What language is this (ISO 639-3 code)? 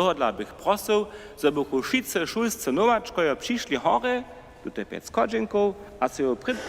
hsb